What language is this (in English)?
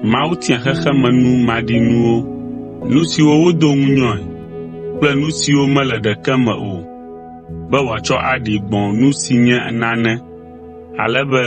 Ewe